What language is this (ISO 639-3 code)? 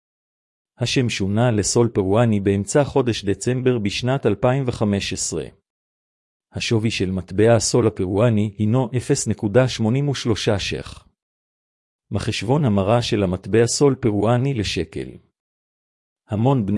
heb